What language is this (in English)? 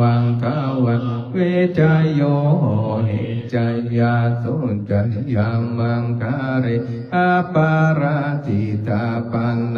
Pali